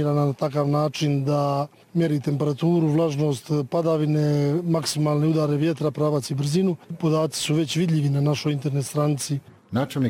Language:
Bosnian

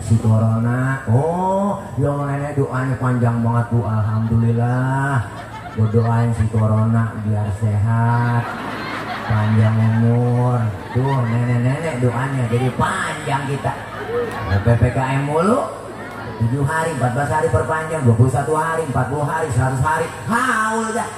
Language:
Betawi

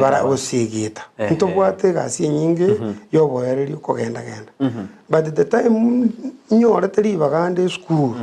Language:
Gusii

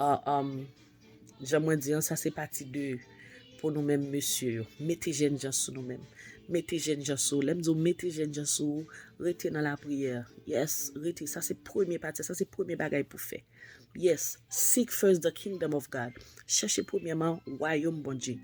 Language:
Haitian Creole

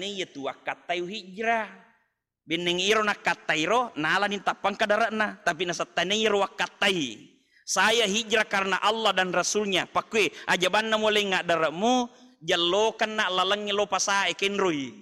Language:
Buginese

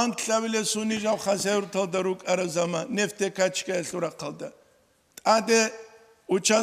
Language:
Avaric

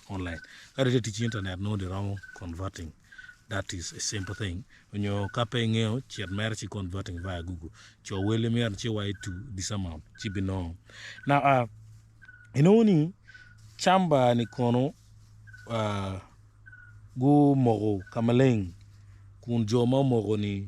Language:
Acoli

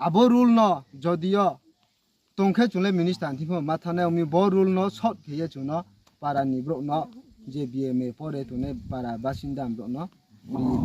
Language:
Riang (India)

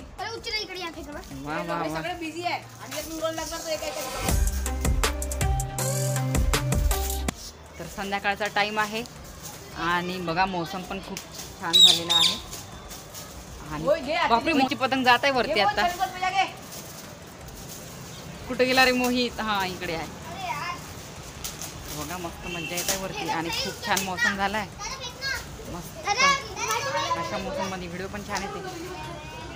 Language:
Marathi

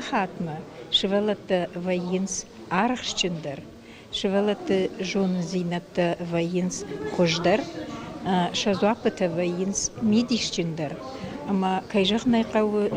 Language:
Ossetic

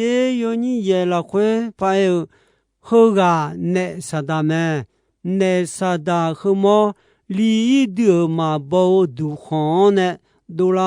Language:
Akha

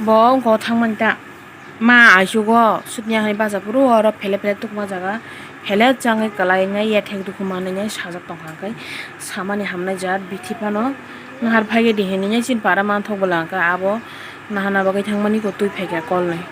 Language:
Kok Borok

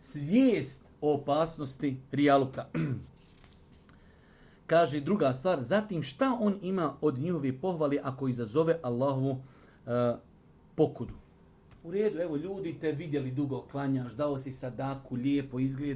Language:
Bosnian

